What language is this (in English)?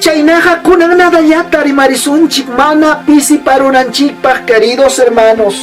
Ayacucho Quechua